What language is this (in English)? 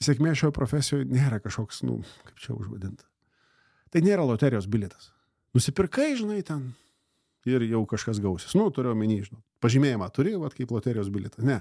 Lithuanian